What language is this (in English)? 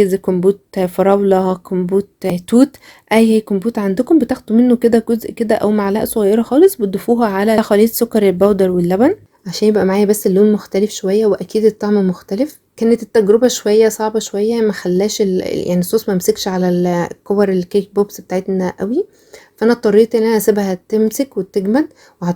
Egyptian Arabic